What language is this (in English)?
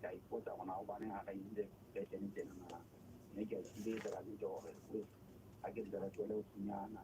Southern Sotho